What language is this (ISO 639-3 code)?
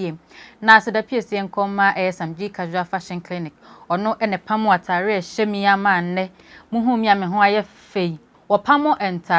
aka